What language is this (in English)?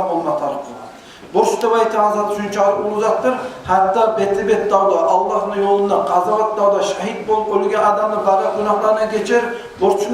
Kumyk